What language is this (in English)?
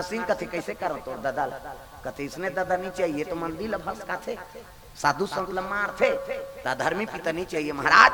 Chhattisgarhi